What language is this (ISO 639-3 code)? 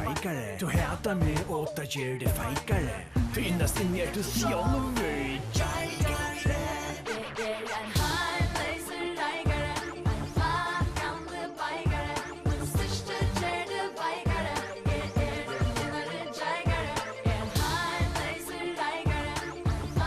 fao